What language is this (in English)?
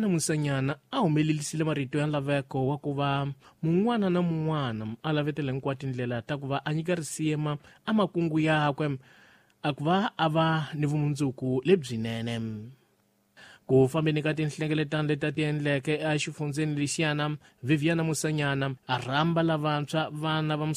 Tsonga